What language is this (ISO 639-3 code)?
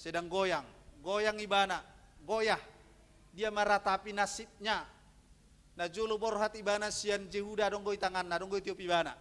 bbc